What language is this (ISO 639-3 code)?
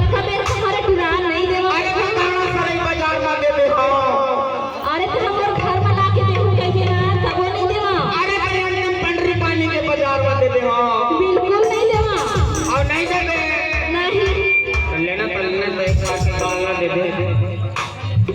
hne